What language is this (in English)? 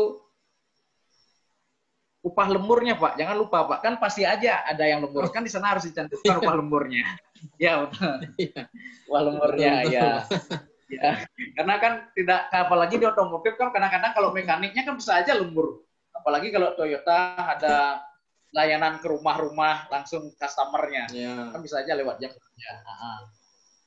Indonesian